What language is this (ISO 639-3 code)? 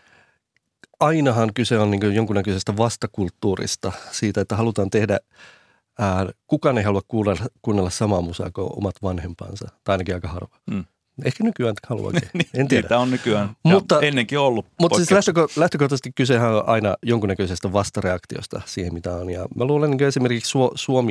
fin